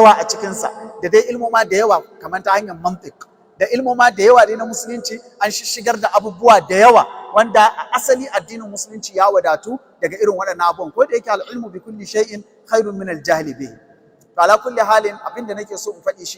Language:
Hausa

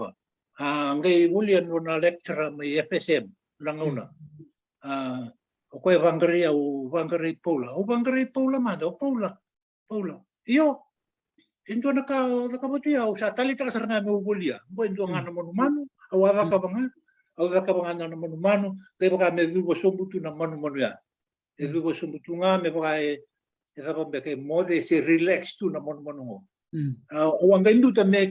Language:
Fijian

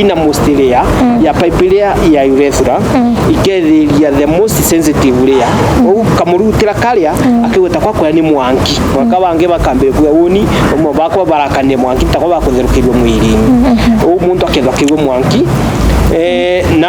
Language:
Meru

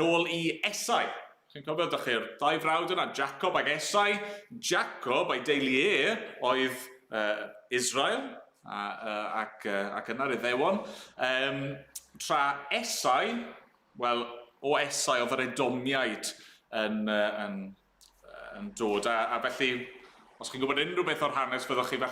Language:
Welsh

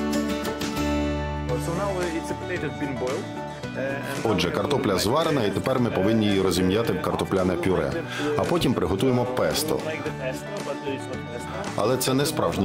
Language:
Ukrainian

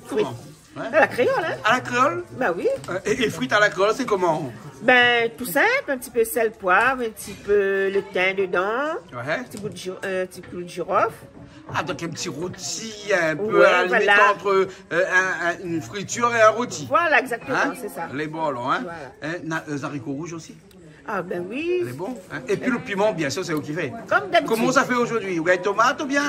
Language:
Réunion Creole French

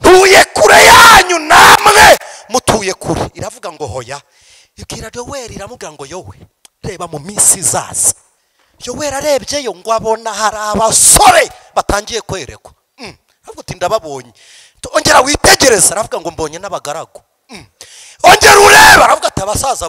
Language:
Kinyarwanda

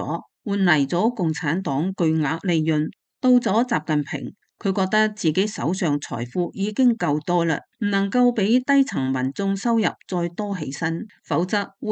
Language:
Cantonese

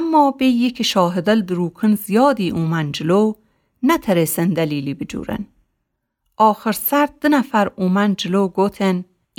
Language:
Gilaki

